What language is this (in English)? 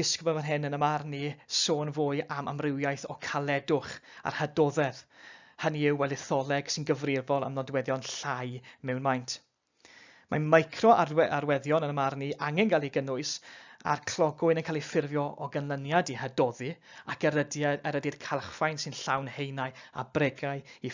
Welsh